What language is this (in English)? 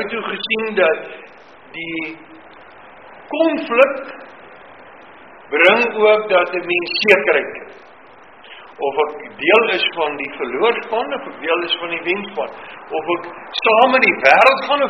Afrikaans